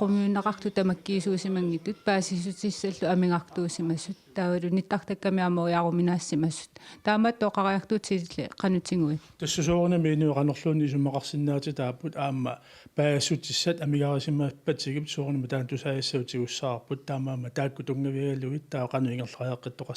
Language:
Kalaallisut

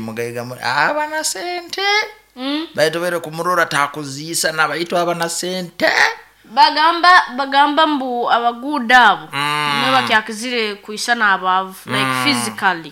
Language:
Nyankole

